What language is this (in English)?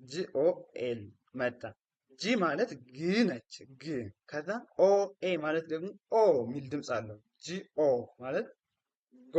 Amharic